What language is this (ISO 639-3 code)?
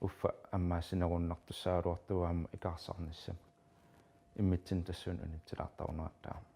kal